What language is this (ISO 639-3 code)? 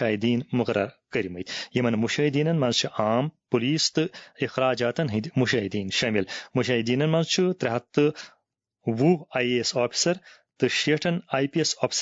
kas